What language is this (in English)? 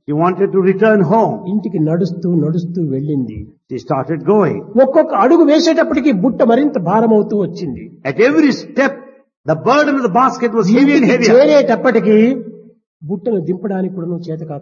Telugu